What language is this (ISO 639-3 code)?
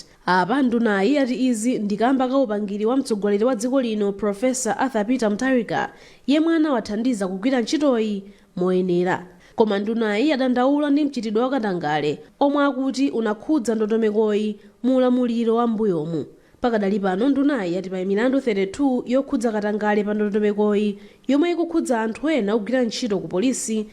nya